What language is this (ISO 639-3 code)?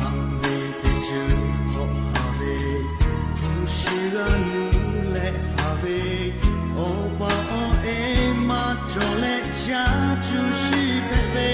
lhu